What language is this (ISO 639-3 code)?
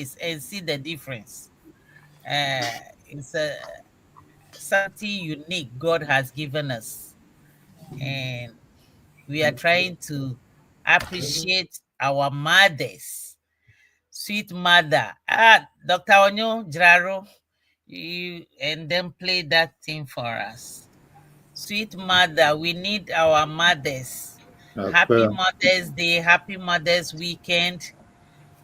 ewe